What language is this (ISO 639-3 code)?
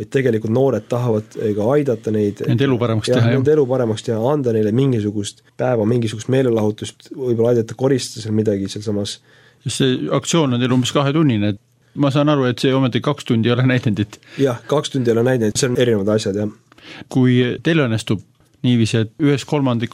est